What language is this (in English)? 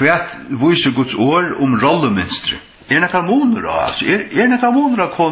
Faroese